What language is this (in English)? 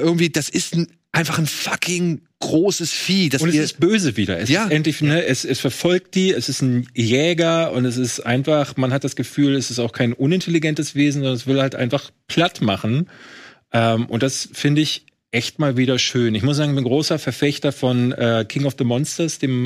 German